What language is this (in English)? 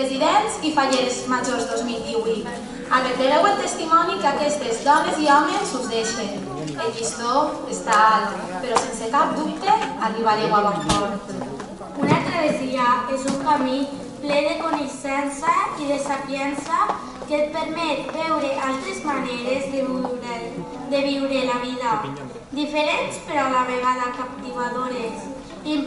Catalan